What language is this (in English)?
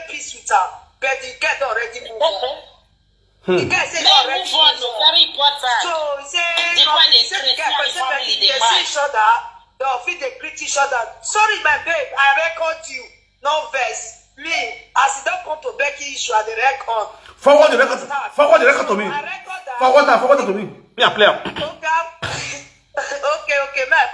Nigerian Pidgin